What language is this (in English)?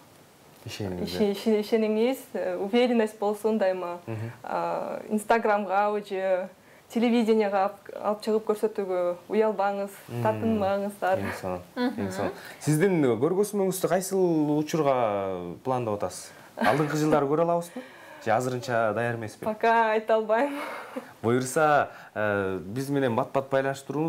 Kyrgyz